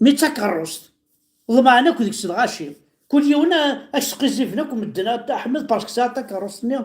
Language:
Kabyle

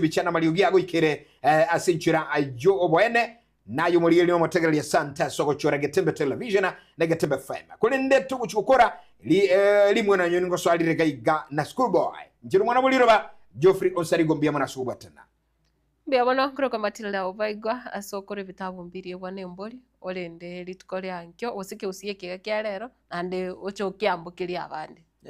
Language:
Gusii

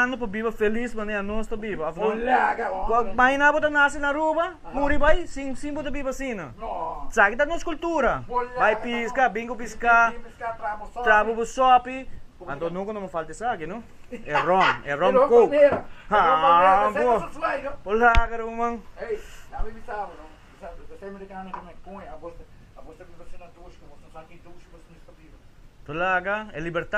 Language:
Papiamento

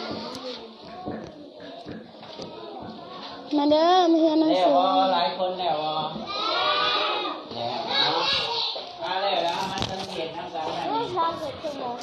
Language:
Northeastern Thai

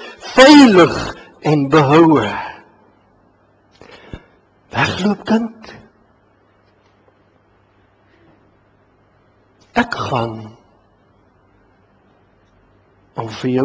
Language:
Afrikaans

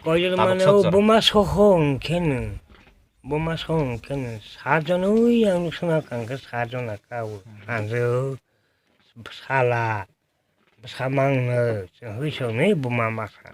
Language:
Kok Borok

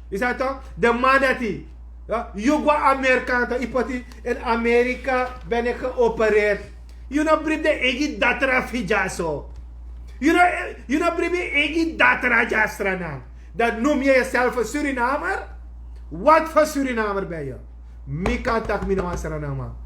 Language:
Sranan Tongo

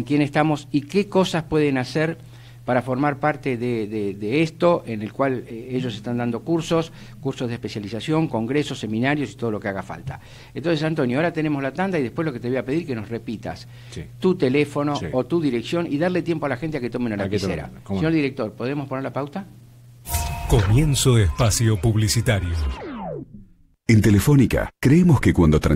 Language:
Spanish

